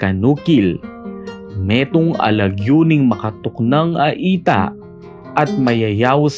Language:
Pampanga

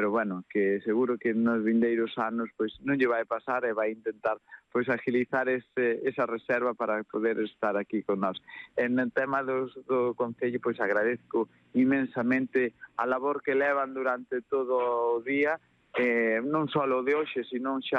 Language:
Galician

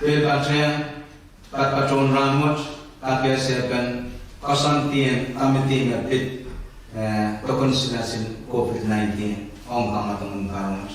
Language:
Pohnpeian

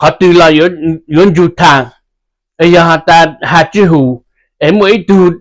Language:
Hmong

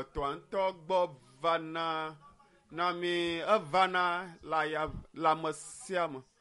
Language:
Ewe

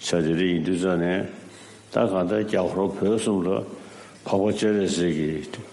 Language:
Tibetan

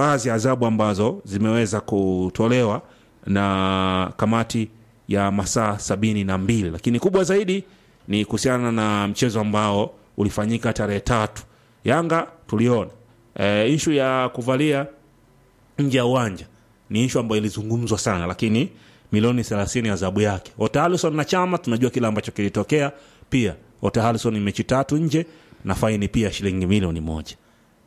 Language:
Swahili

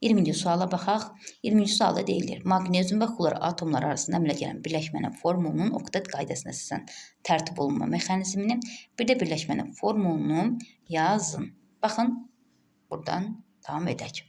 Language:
Azerbaijani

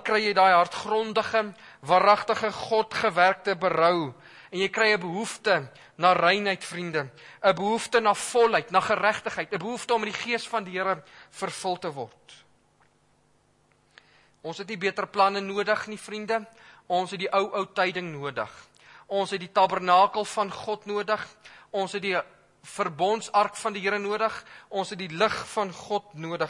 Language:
Afrikaans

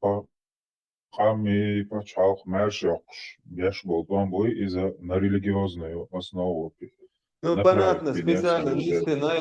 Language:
Chechen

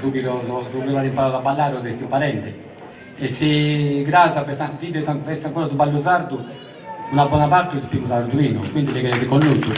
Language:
Sardinian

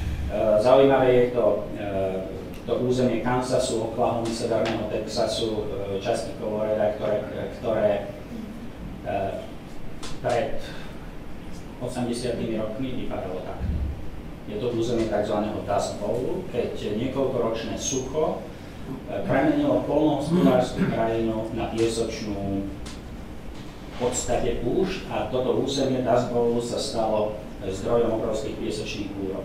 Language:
Slovak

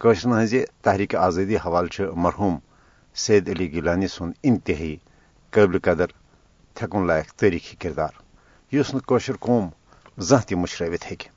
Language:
Kashmiri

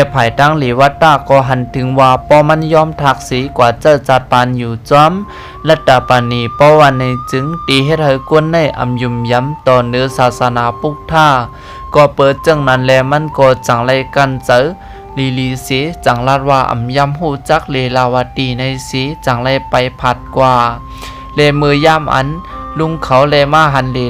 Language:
Shan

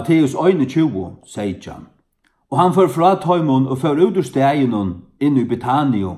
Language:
Faroese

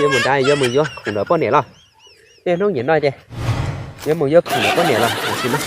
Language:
Hmong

